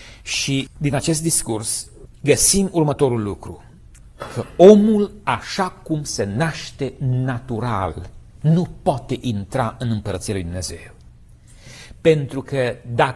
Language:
Romanian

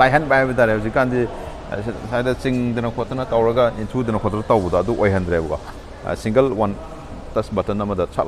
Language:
Manipuri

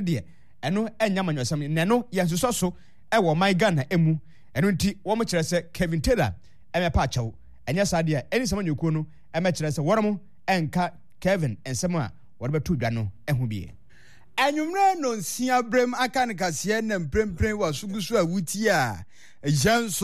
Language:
Akan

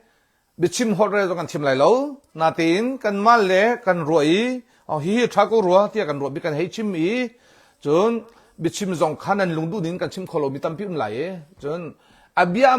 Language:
Hakha Chin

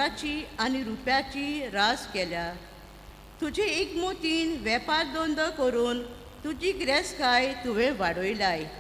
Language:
Konkani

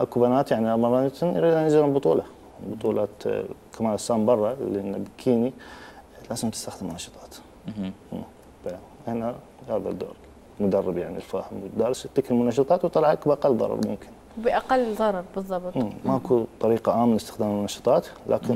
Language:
Mesopotamian Arabic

